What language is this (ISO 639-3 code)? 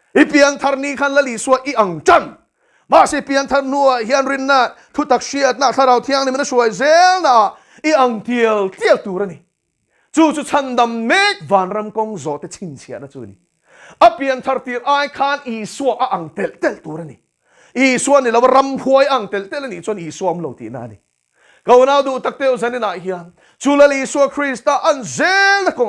lus